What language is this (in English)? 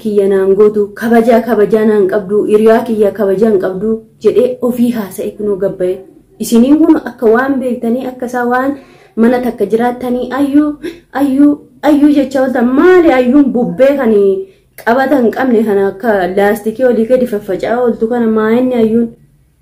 Oromo